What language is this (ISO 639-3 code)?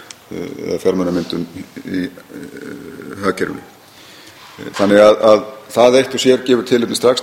isl